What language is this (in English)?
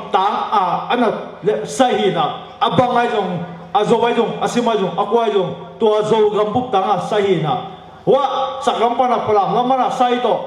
Tedim Chin